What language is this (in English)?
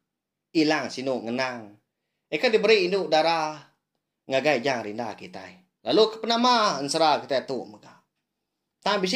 Iban